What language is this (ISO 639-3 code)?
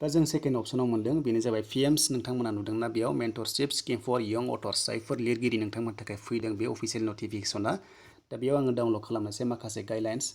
brx